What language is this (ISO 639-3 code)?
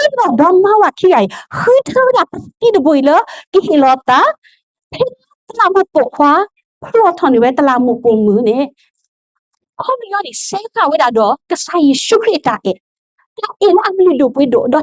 ksw